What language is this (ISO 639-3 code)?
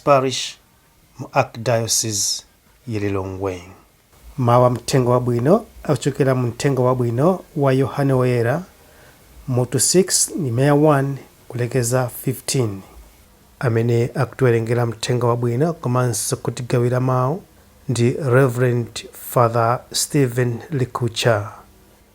nya